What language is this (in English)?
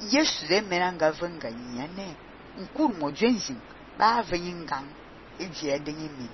Fang